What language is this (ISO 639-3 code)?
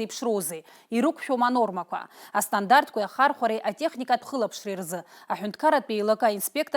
abk